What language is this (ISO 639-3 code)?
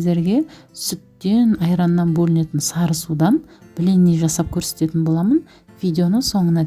kaz